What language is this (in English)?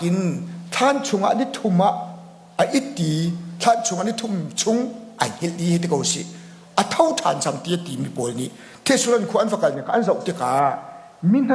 Hakha Chin